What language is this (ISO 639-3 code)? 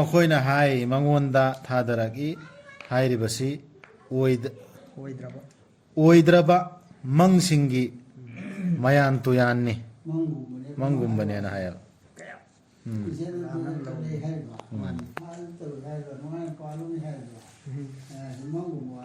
mni